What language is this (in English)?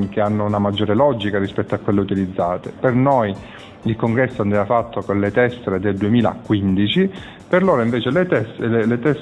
Italian